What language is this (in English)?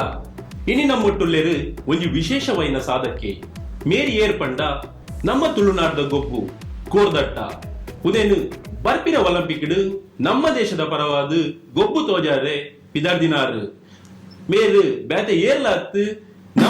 Tulu